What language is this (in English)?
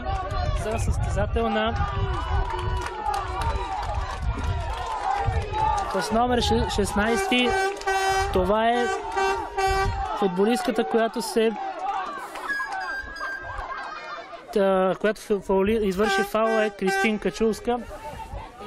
Bulgarian